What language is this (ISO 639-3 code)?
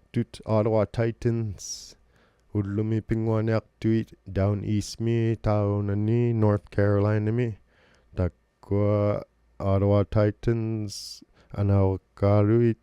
iku